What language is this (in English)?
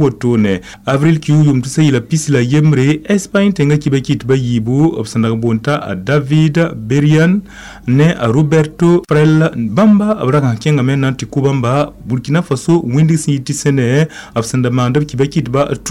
Mossi